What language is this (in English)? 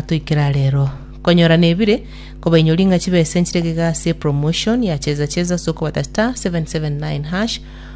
Gusii